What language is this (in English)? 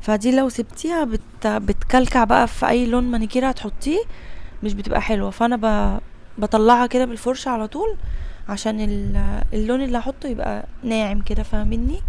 Egyptian Arabic